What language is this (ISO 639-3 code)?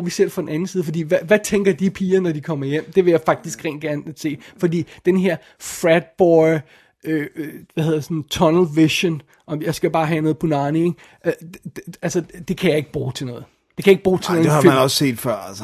dan